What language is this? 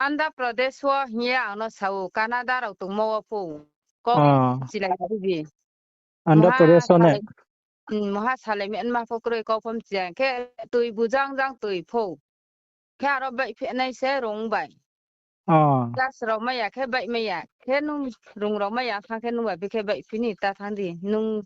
Riang (India)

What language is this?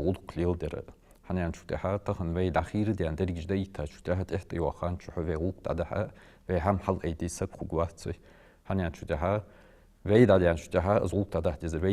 Ingush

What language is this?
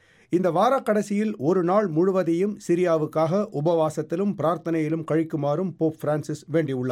Tamil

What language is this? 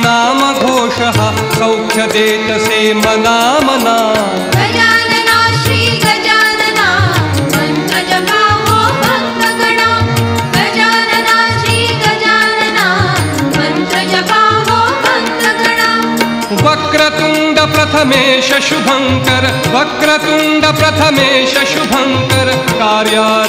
Marathi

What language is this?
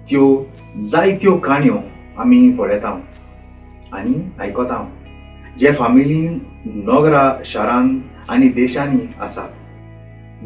Konkani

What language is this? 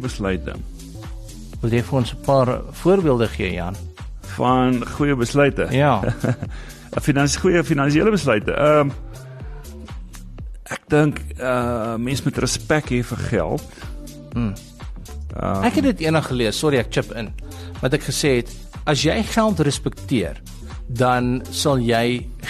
Afrikaans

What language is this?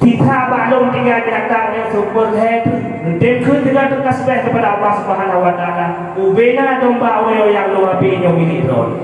Achinese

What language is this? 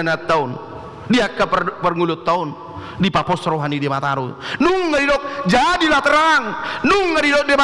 Batak Toba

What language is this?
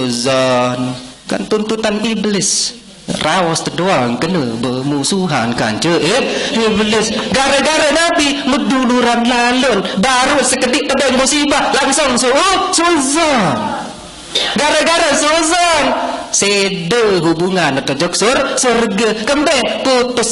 Sasak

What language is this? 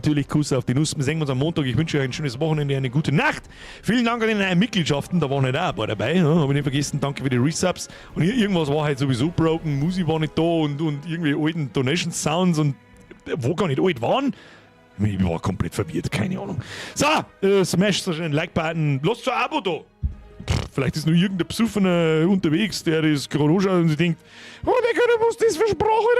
Bavarian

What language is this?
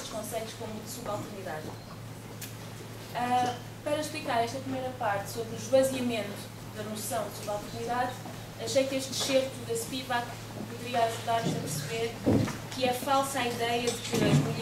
Portuguese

